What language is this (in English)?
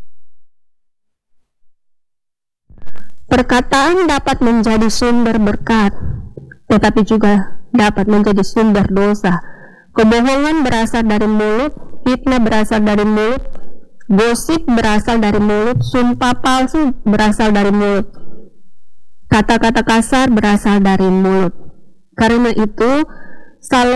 Indonesian